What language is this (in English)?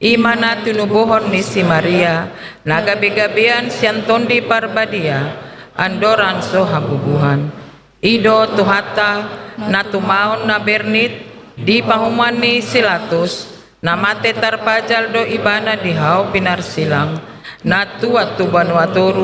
Batak Toba